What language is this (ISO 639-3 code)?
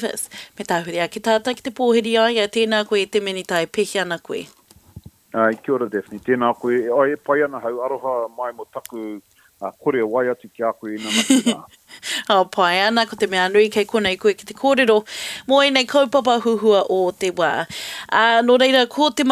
mri